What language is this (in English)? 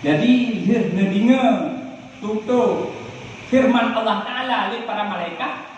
Achinese